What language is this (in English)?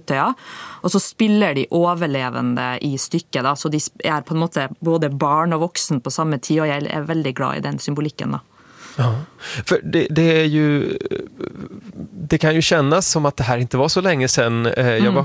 Swedish